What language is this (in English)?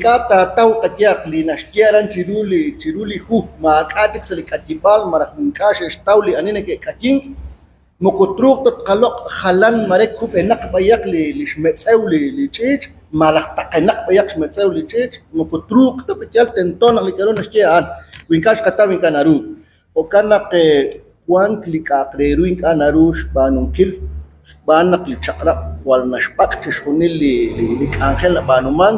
Kekchí